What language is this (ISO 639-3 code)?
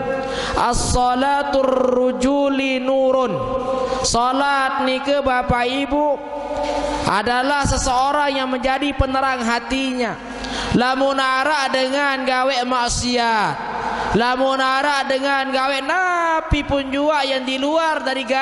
sas